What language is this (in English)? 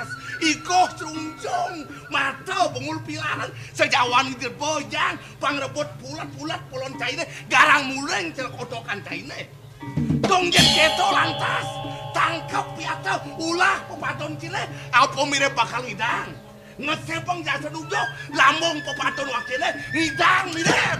Balinese